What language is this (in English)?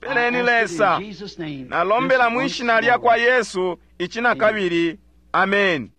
Bemba